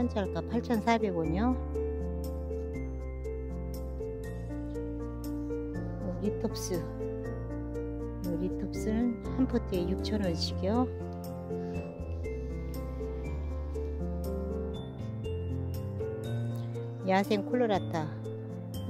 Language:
Korean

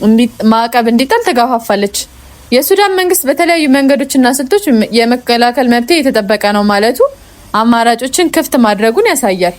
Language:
Amharic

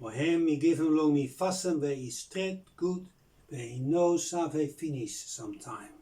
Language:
Bislama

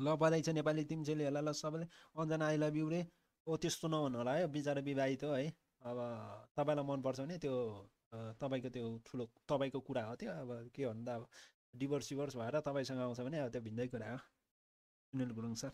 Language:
Nepali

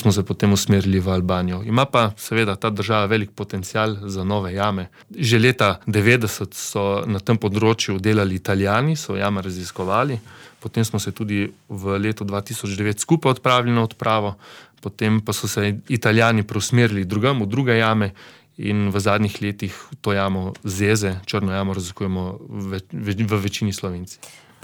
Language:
Slovenian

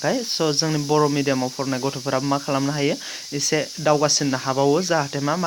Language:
Bodo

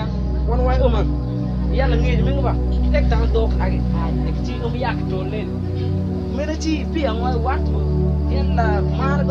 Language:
Mabaan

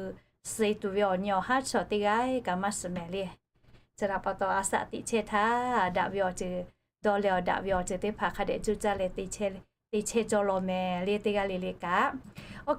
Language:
Lahu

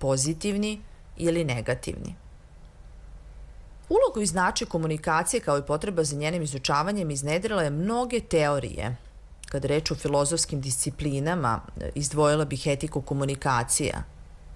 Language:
Serbian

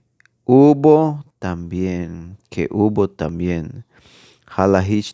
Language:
Tzeltal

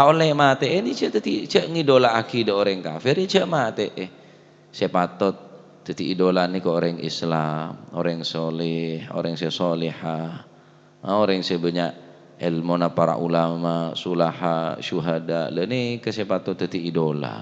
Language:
Madurese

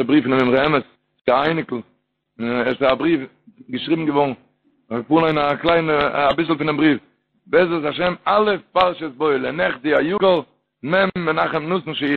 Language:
Yiddish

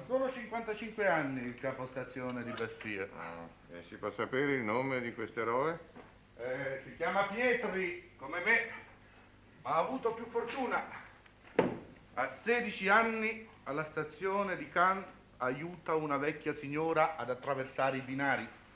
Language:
Italian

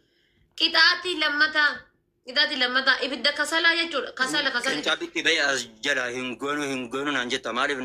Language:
Oromo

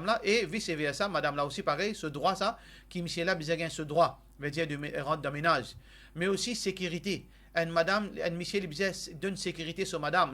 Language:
Morisyen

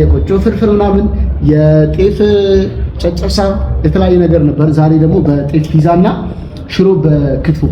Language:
Amharic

